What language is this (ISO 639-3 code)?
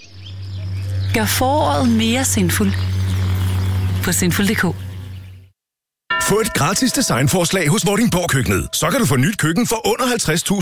dan